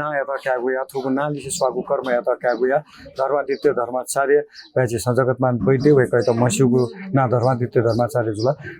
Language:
Newari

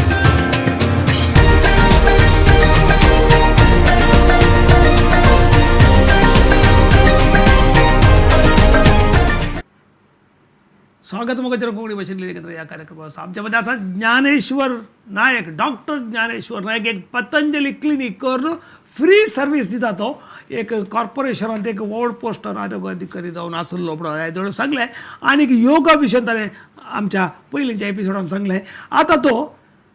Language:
Konkani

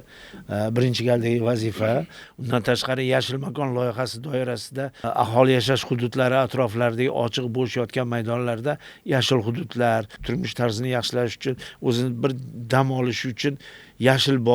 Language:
Uzbek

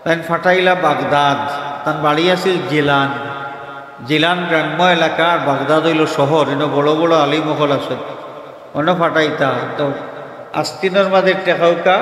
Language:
Sylheti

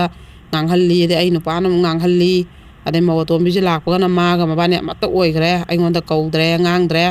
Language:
Manipuri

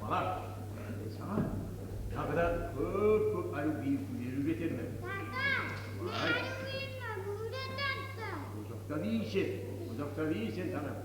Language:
Kumyk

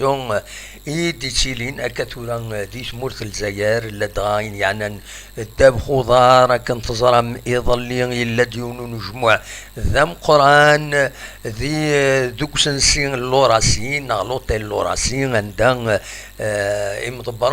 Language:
Kabyle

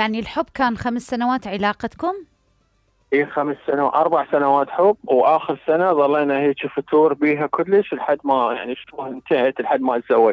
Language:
Mesopotamian Arabic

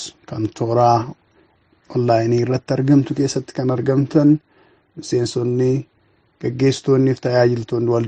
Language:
Oromo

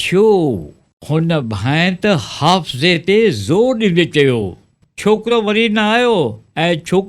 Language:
Sindhi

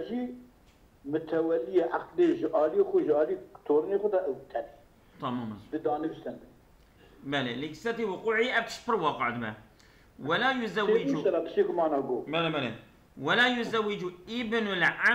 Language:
Kurdish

